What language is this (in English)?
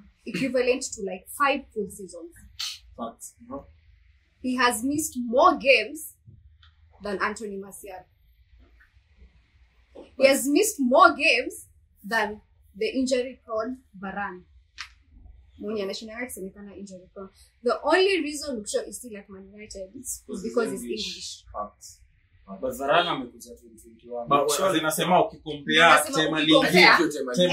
Swahili